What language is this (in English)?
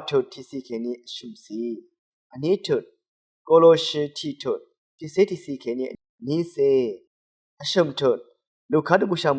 Rawang